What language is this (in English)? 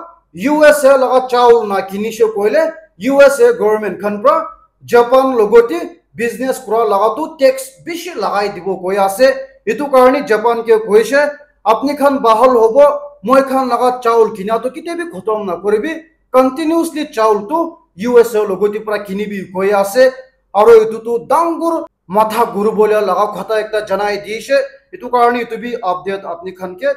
Naga Pidgin